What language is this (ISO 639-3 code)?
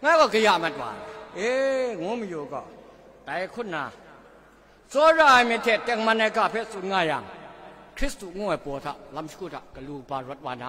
kac